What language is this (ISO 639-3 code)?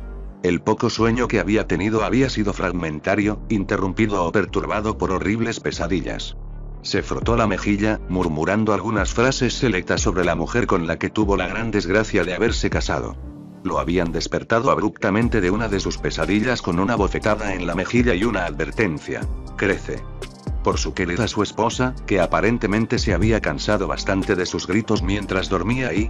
spa